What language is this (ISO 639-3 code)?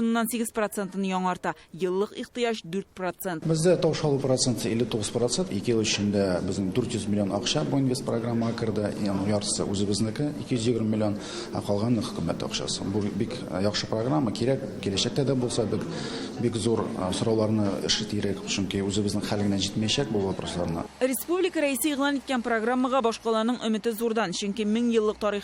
tat